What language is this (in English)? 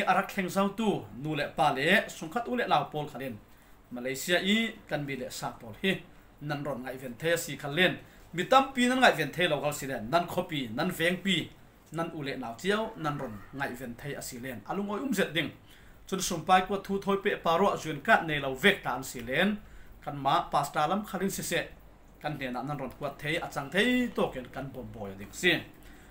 Falam Chin